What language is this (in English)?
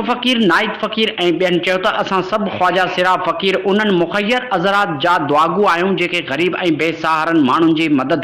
Sindhi